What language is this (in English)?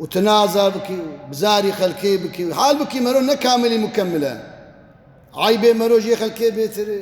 Kurdish